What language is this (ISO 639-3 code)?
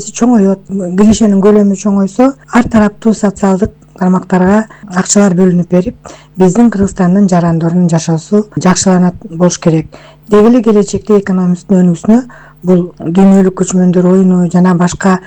kir